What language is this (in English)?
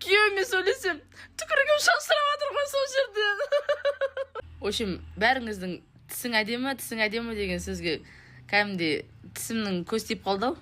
Kazakh